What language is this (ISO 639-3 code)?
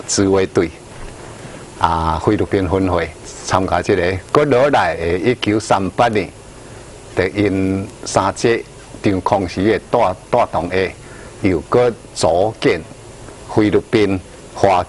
nan